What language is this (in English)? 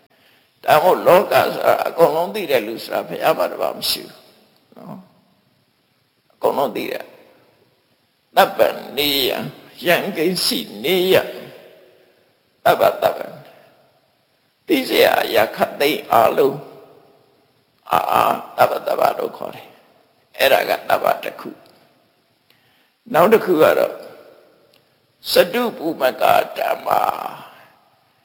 Burmese